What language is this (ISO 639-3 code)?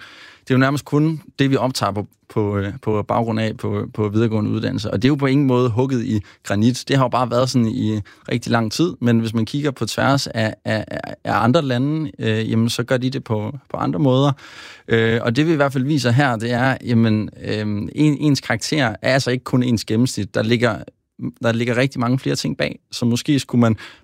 dan